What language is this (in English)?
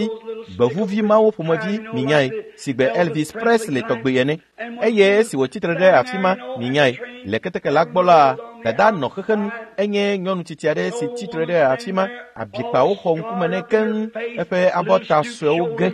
Ewe